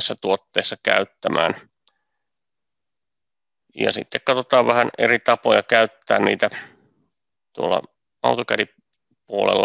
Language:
Finnish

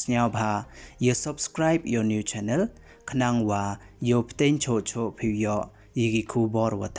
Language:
Pnar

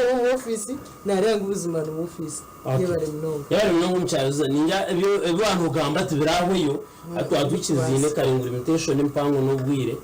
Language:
Nyankole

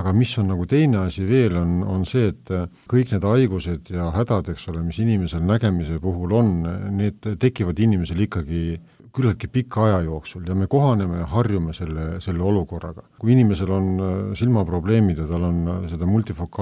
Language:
Estonian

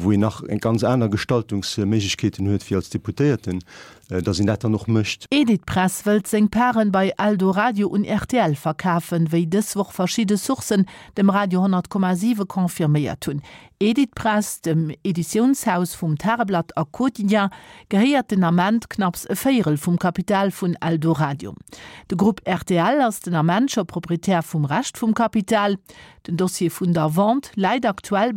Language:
Luxembourgish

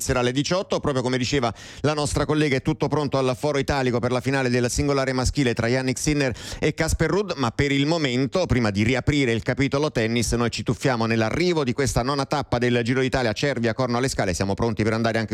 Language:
Italian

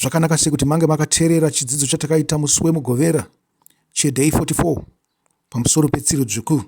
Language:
Shona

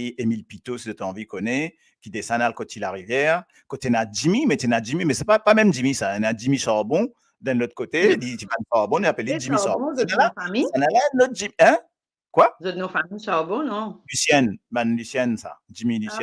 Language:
Morisyen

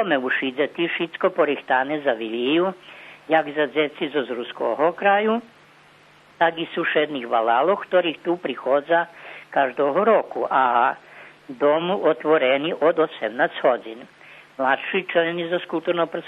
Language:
Rusyn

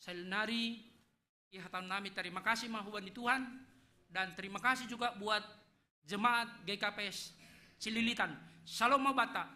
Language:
Batak Simalungun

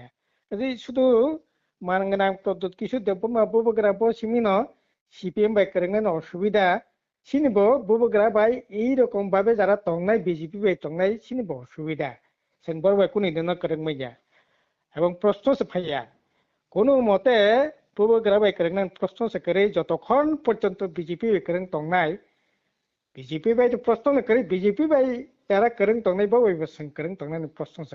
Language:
Kok Borok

